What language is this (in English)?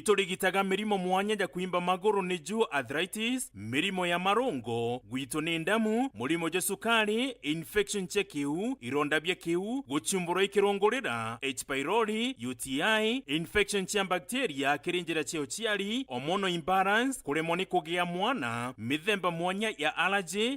Meru